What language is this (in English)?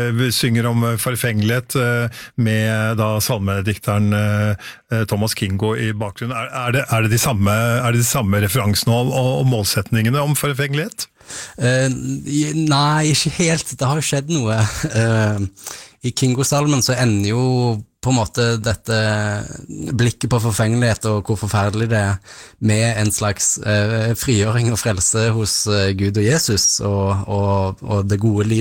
Norwegian